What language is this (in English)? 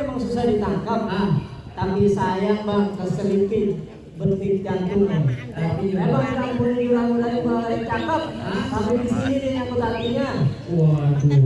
Betawi